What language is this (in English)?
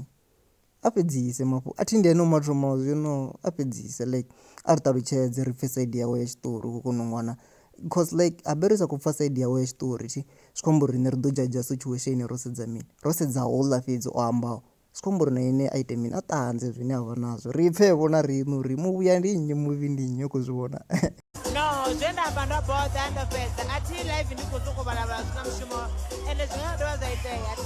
Venda